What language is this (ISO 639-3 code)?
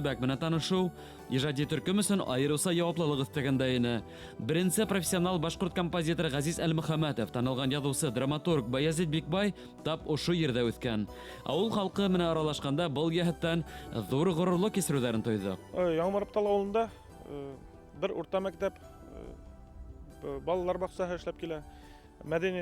bak